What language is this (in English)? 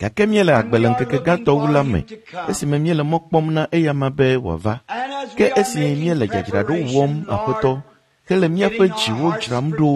Ewe